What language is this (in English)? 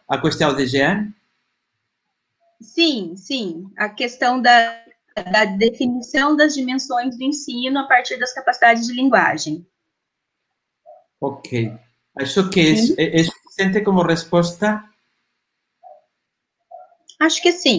Portuguese